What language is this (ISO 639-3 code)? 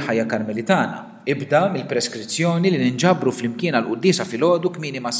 mlt